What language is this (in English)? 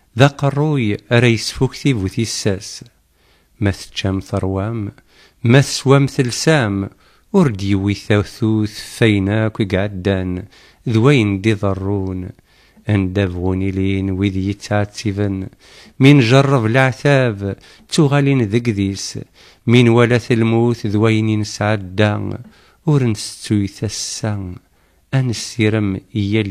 Kabyle